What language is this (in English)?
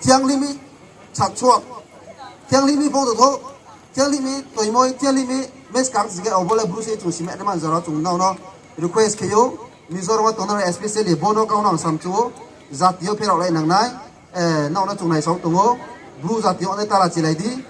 Riang (India)